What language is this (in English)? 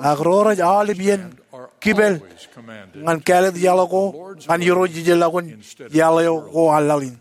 Marshallese